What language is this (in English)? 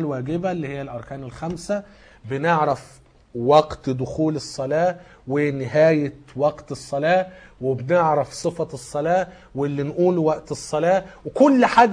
Egyptian Arabic